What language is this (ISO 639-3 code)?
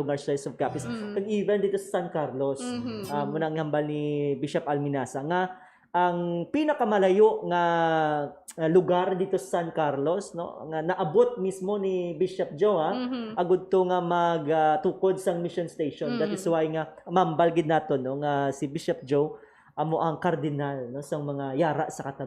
hil